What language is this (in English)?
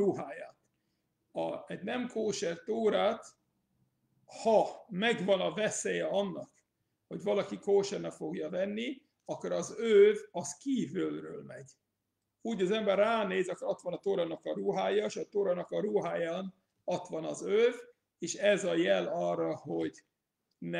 Hungarian